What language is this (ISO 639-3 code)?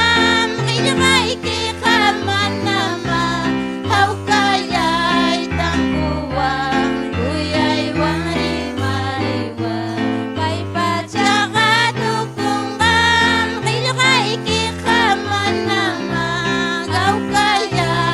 quy